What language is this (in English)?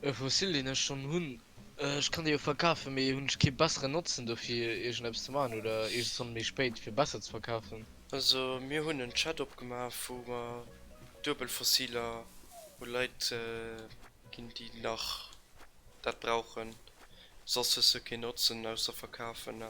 Luxembourgish